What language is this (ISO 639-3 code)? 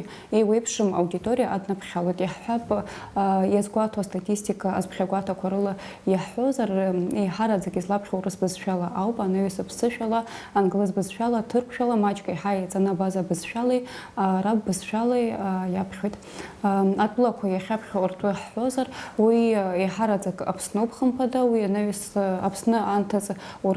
abk